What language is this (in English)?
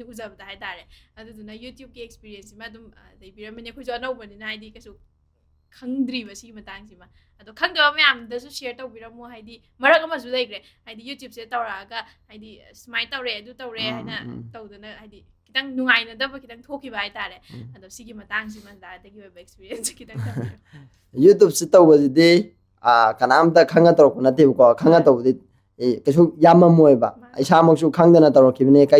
Manipuri